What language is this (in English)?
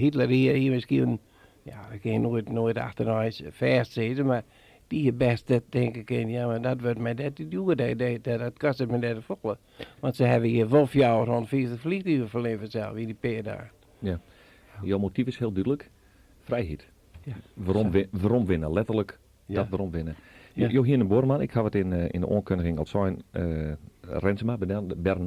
Western Frisian